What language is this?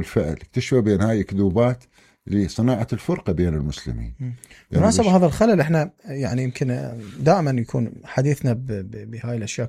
Mesopotamian Arabic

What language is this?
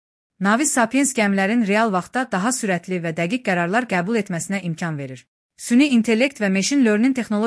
Azerbaijani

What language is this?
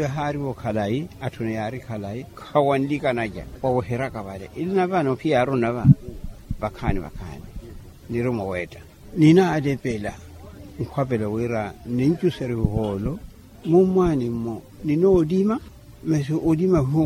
Makhuwa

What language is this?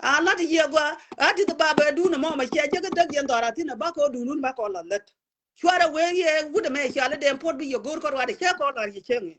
Nuer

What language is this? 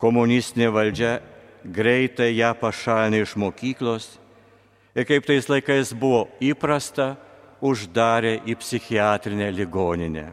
Lithuanian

